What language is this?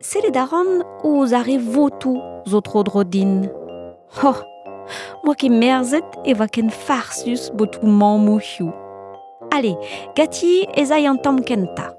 Breton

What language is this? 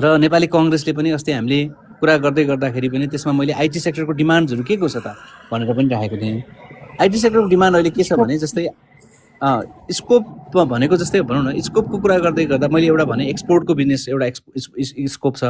Nepali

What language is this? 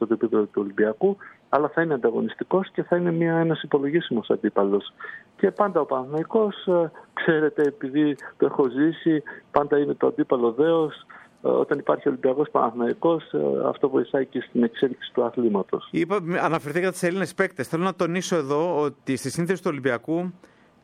Greek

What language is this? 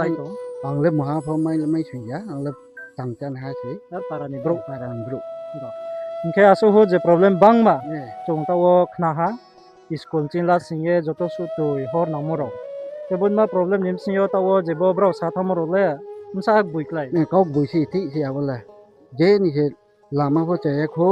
Riang (India)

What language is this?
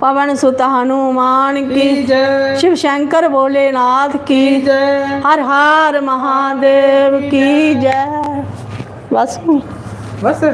Dogri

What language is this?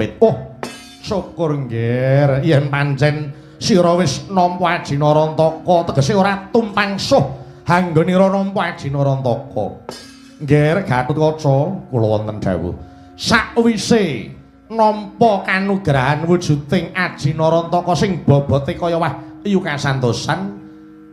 Javanese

